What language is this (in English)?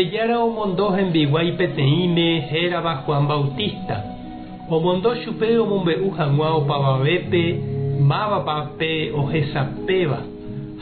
Guarani